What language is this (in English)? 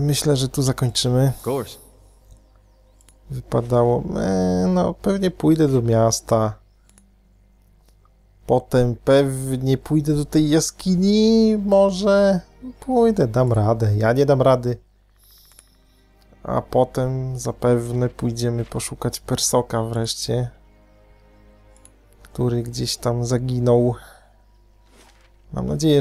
Polish